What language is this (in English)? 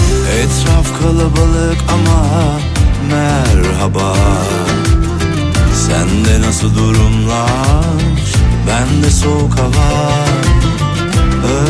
Turkish